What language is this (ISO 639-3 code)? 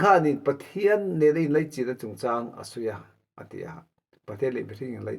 lus